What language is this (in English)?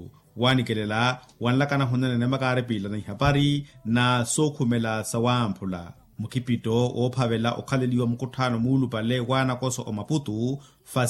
Makhuwa